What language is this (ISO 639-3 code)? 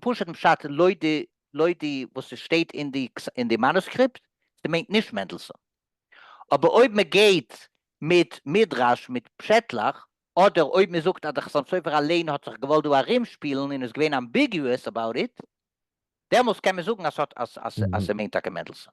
yid